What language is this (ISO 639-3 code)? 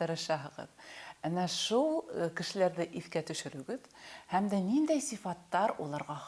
bak